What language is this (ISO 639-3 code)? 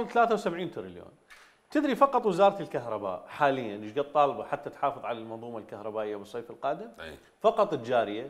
acm